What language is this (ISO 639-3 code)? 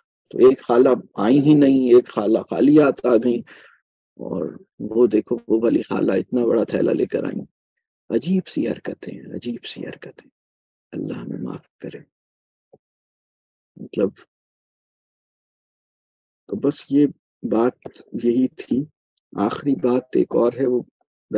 urd